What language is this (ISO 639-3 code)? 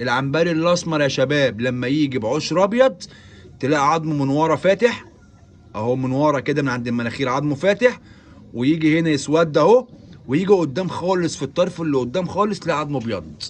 arz